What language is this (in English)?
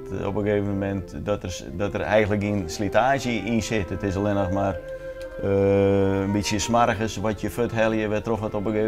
Western Frisian